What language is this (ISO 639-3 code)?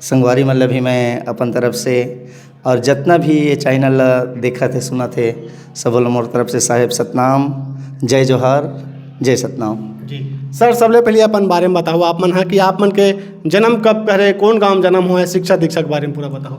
hne